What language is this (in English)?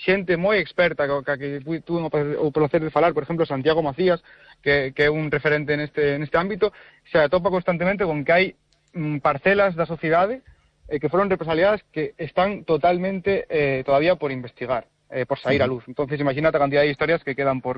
Galician